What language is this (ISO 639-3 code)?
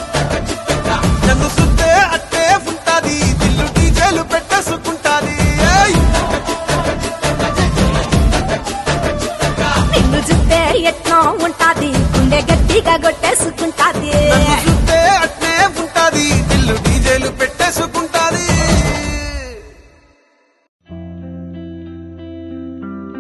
tel